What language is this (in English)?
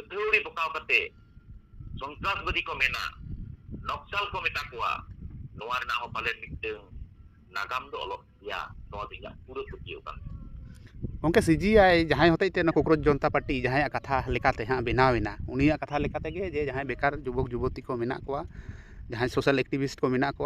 Santali